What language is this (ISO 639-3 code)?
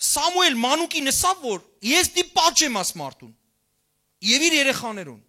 hyw